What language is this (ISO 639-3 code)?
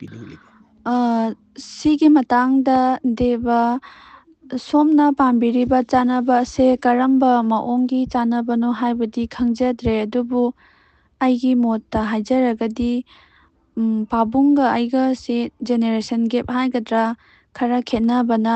mni